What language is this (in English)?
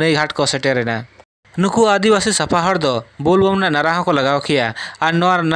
Santali